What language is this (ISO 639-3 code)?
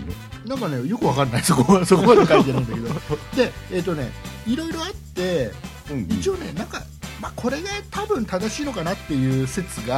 jpn